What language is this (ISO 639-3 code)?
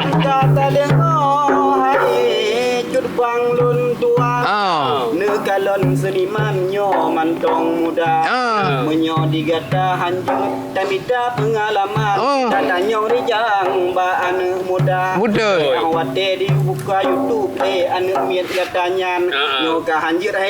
ace